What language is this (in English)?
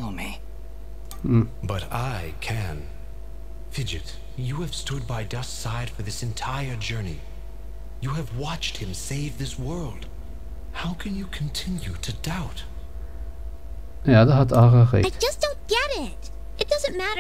German